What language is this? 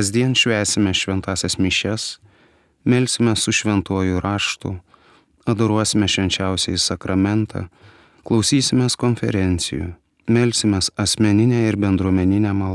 Lithuanian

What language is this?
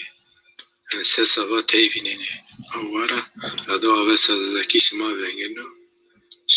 Zaza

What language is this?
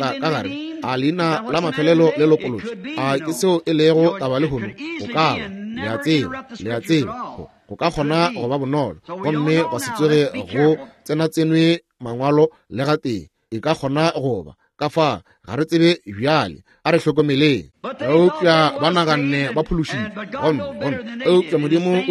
Northern Sotho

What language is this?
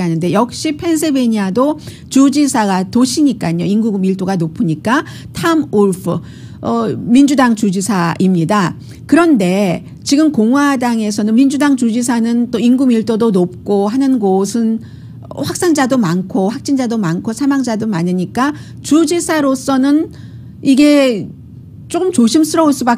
Korean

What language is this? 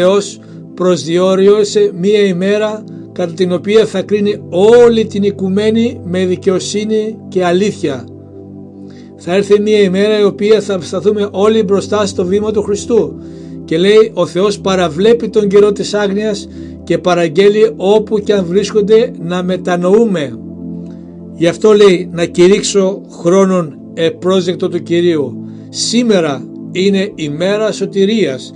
Greek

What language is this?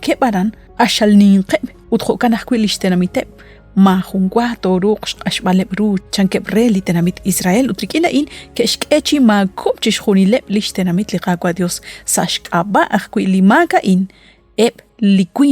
Kekchí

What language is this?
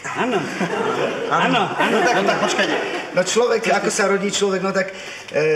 Slovak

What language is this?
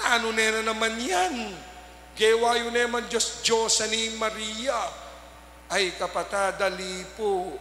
Pampanga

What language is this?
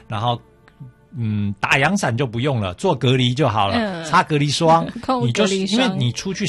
Chinese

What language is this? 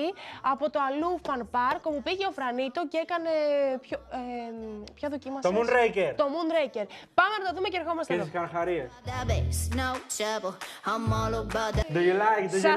Greek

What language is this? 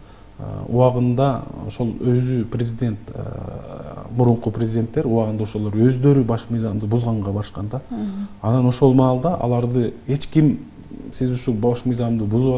Kyrgyz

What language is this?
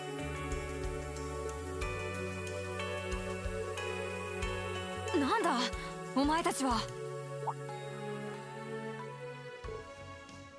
Japanese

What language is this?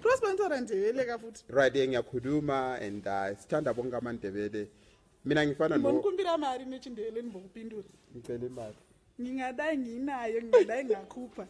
Shona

